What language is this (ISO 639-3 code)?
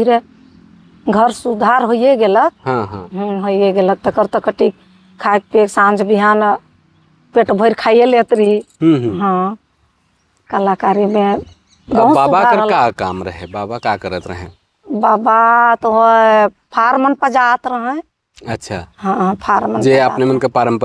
sck